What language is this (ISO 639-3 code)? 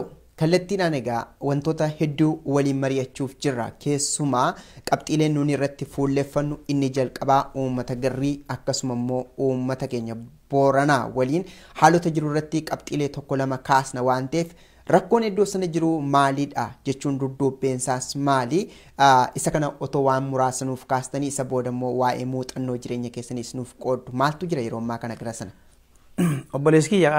orm